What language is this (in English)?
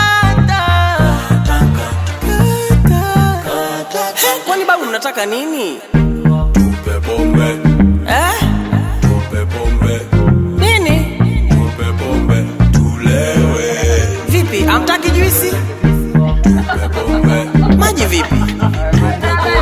Swahili